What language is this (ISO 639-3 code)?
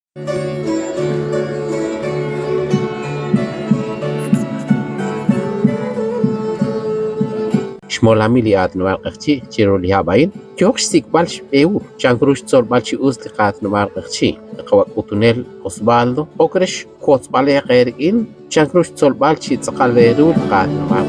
kek